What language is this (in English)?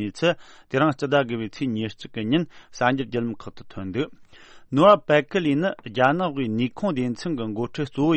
Tibetan